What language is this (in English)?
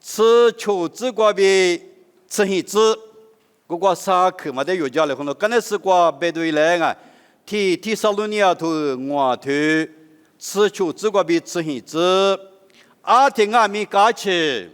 Lisu